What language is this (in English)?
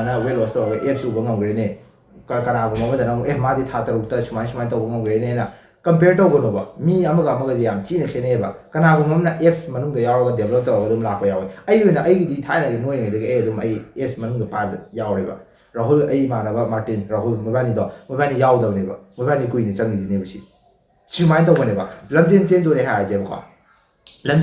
Manipuri